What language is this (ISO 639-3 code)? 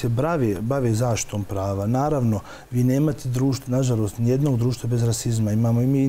bos